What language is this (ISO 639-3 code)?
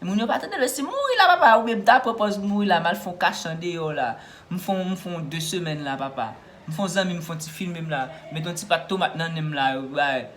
hat